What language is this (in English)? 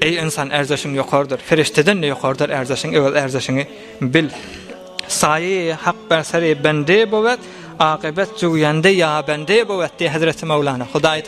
Turkmen